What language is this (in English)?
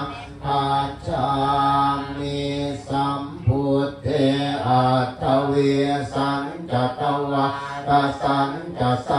Pali